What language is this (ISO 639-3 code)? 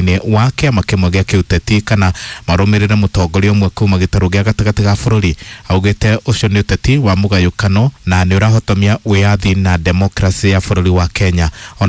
kik